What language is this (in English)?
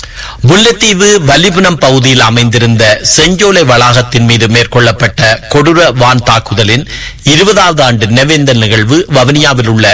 Tamil